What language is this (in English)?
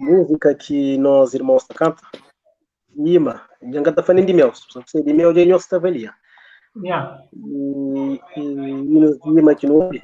Kabuverdianu